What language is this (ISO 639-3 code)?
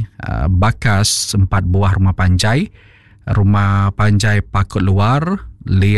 iba